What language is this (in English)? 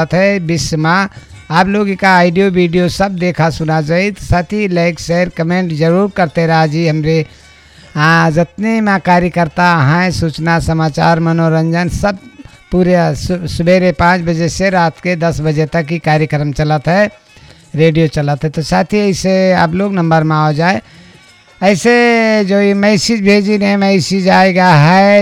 Bhojpuri